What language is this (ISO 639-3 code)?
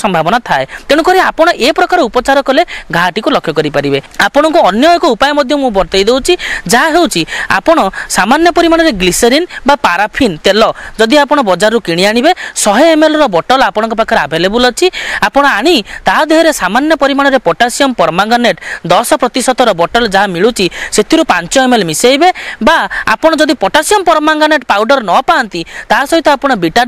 ori